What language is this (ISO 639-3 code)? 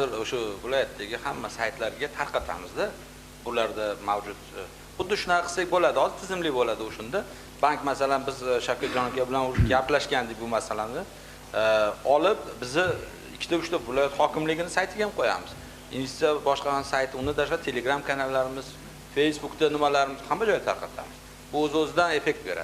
uzb